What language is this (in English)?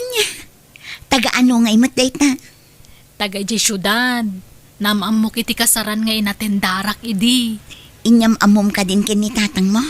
Iloko